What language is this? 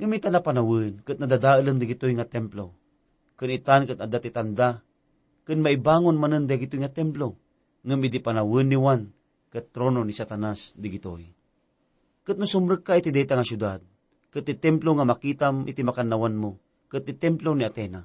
Iloko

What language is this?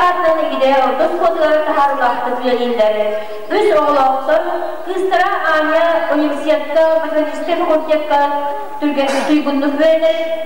Yakut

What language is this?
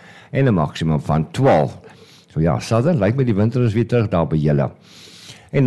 Afrikaans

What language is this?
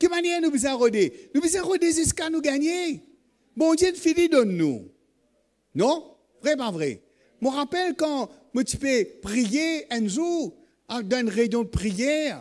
Morisyen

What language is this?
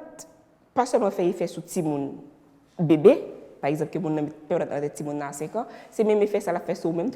Haitian Creole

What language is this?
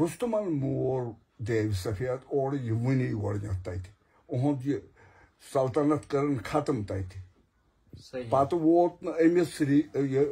Kashmiri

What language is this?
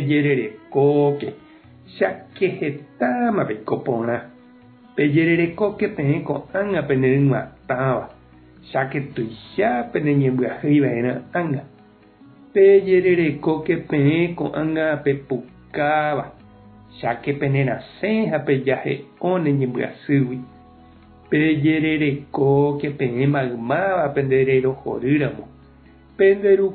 Guarani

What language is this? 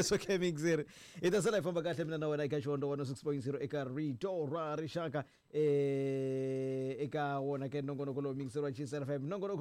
Tsonga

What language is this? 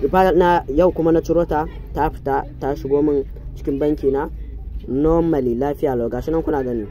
Hausa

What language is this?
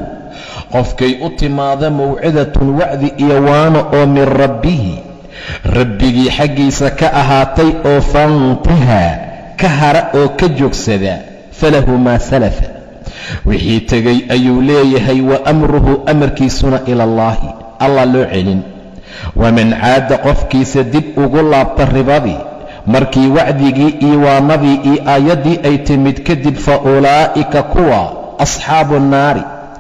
Somali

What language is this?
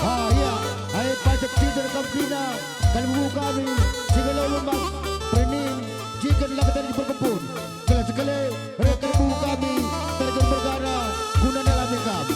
Batak Karo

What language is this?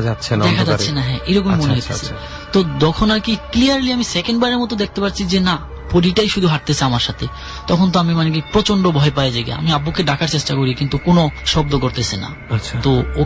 Bangla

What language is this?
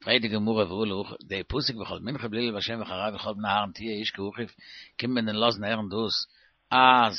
Yiddish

